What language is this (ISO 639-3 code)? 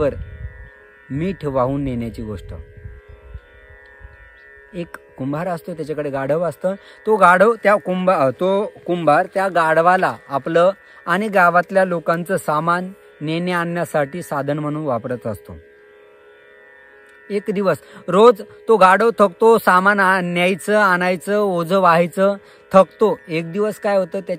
mar